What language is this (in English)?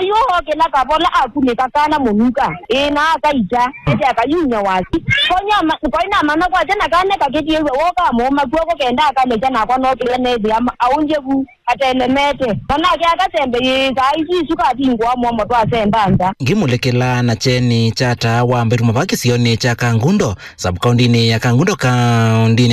Kamba